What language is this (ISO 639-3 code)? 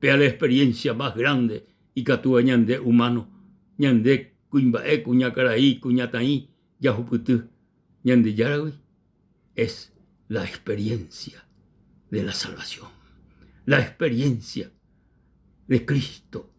grn